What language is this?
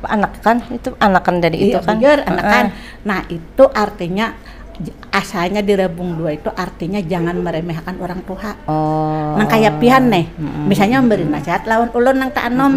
Banjar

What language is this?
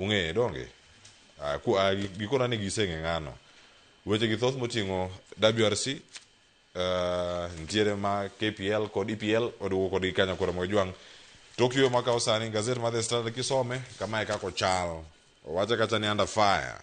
Luo (Kenya and Tanzania)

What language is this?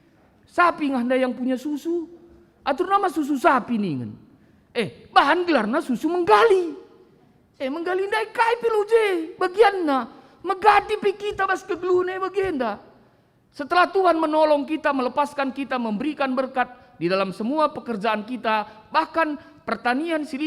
Batak Karo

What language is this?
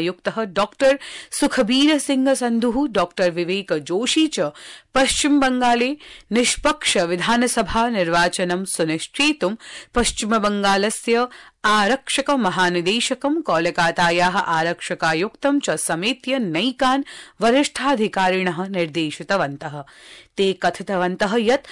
Sanskrit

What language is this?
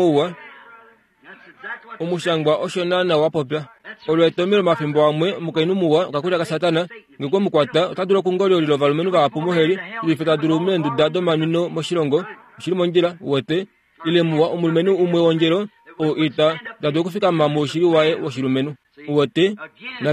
Kuanyama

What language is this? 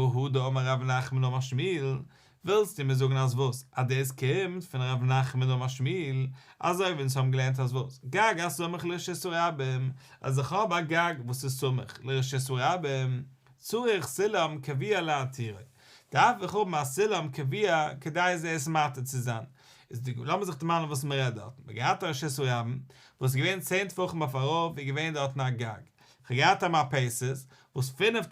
Yiddish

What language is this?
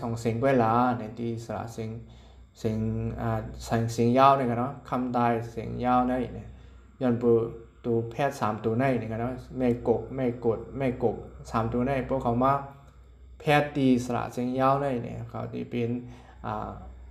Shan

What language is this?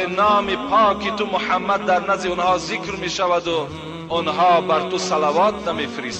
Tajik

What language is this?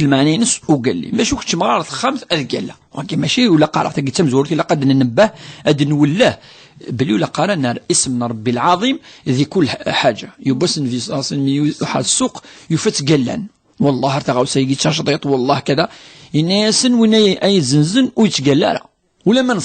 Kabyle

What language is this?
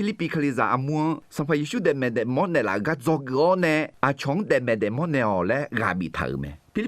Akha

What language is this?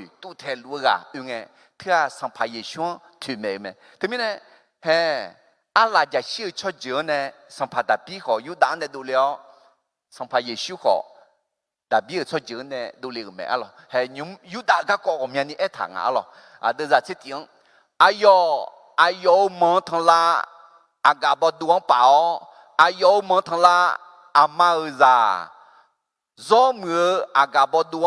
Akha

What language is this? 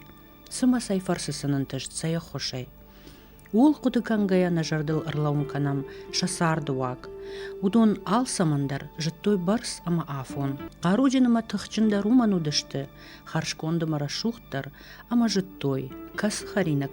Ossetic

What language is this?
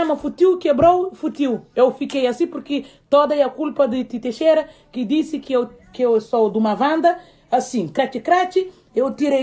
Kabuverdianu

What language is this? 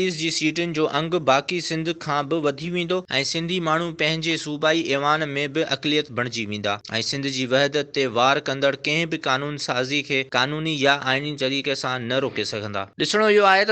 Sindhi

